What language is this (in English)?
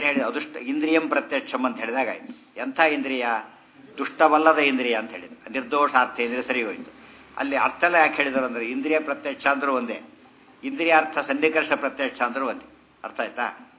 Kannada